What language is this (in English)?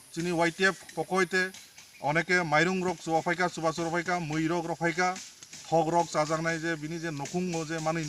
Kok Borok